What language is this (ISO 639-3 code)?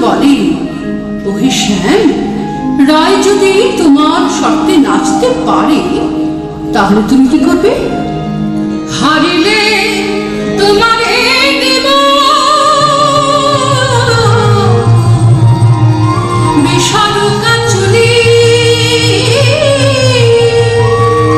ben